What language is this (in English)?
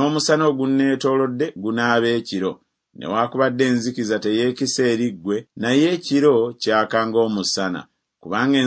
Ganda